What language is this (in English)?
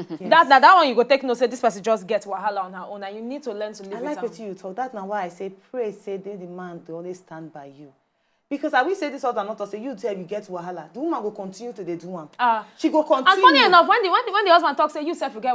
Nigerian Pidgin